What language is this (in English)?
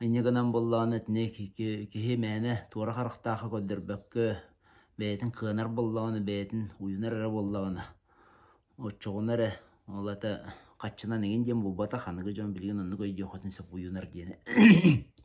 Yakut